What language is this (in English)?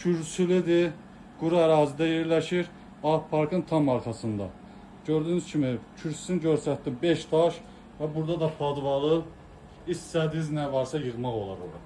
Azerbaijani